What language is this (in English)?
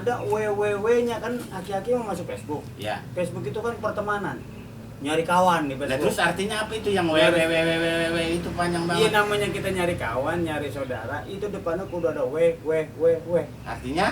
Betawi